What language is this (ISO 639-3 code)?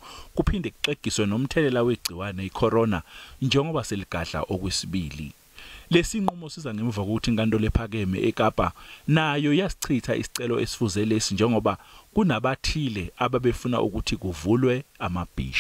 zul